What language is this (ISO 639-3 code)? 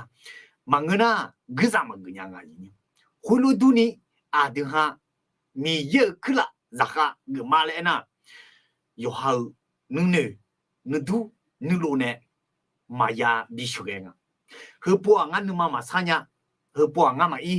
ahk